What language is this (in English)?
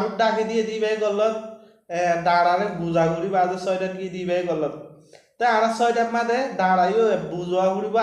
Rohingya